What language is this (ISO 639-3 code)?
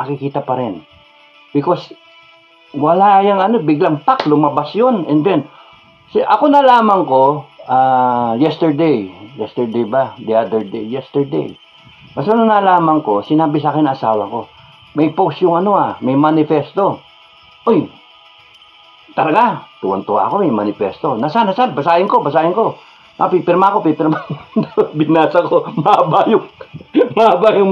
fil